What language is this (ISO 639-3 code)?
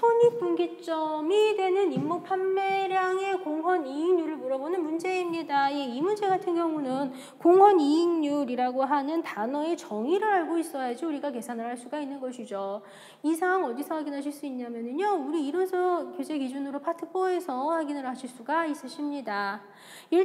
kor